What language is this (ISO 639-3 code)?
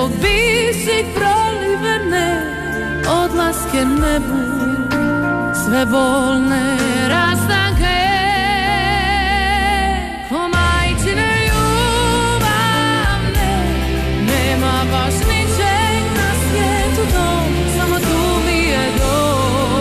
hrv